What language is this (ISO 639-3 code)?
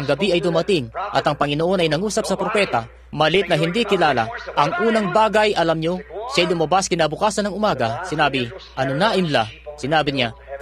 fil